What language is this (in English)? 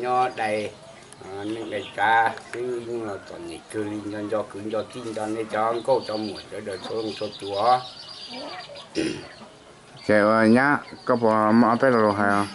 Hmong